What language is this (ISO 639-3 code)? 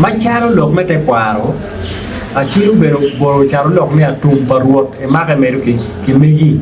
ach